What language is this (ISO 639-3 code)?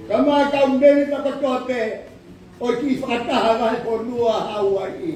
ton